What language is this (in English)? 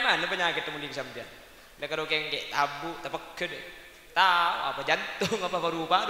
Madurese